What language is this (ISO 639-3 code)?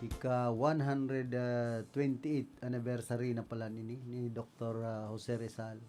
bik